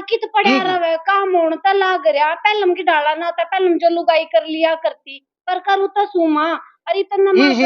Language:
Haryanvi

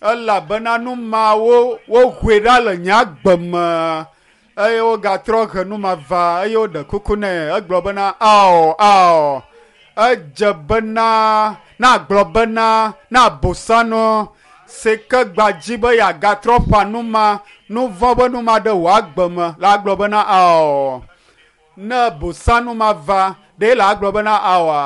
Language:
Ewe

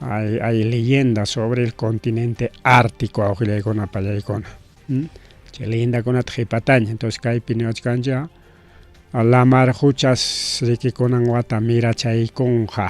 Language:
Ayacucho Quechua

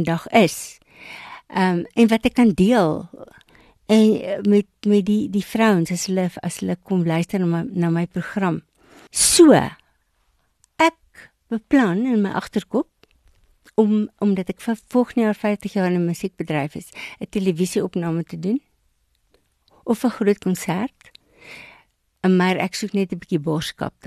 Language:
Afrikaans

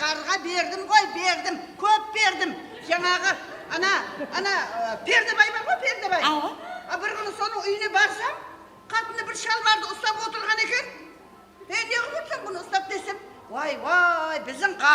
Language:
Kara-Kalpak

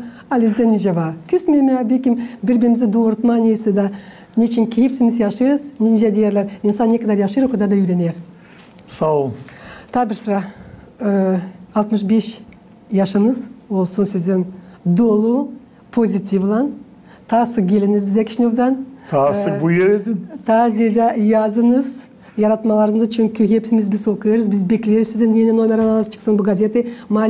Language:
Gagauz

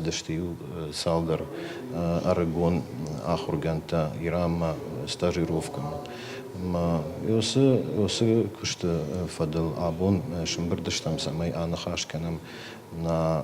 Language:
Ossetic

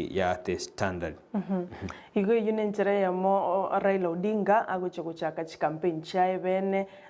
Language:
Gusii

